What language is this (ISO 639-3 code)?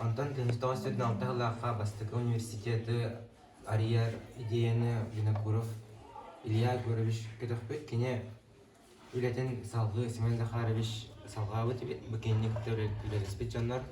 sah